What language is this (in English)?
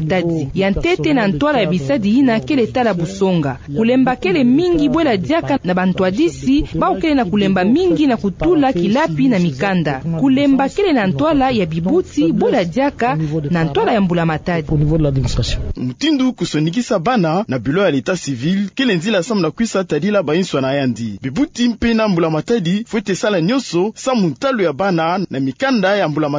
Kituba (Democratic Republic of Congo)